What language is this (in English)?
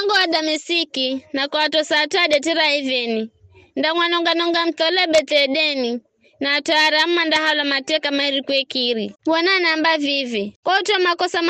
Giryama